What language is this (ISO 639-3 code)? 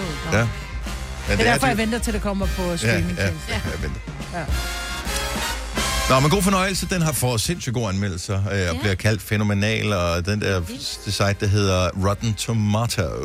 dan